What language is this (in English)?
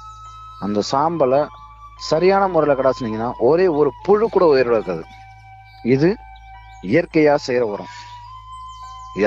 Tamil